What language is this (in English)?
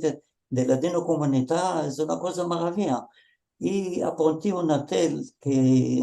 Ladino